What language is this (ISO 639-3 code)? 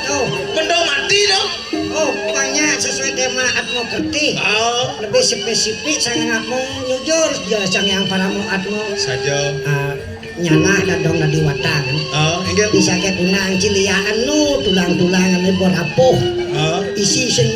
ban